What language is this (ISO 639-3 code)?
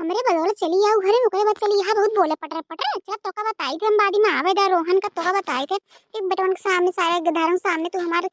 awa